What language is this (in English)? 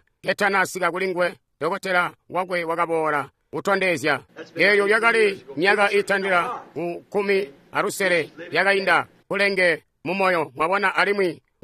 Tonga (Zambia)